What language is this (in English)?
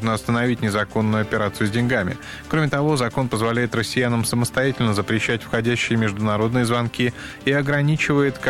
Russian